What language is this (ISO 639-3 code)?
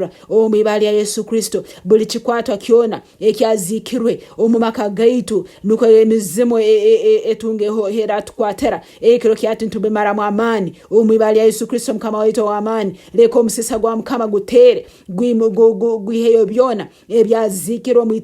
nyn